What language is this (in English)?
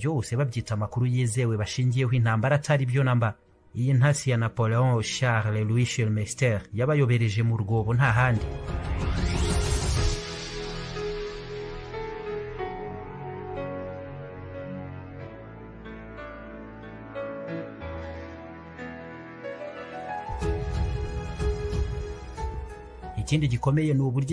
Kinyarwanda